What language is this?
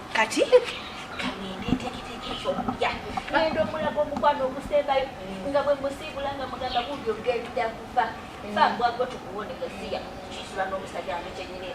Ganda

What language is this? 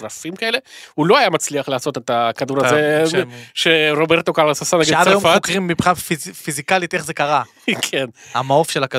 Hebrew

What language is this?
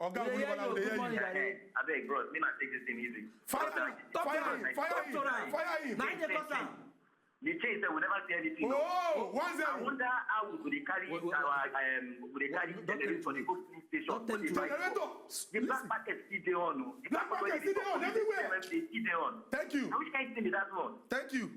Nigerian Pidgin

